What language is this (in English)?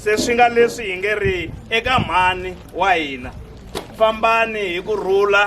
Tsonga